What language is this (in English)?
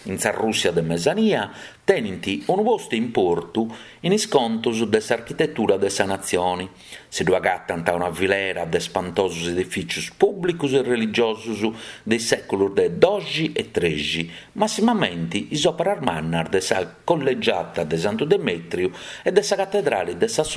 Sardinian